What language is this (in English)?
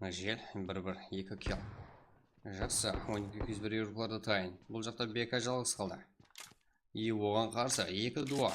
Kara-Kalpak